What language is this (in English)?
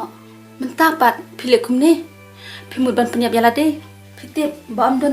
Khasi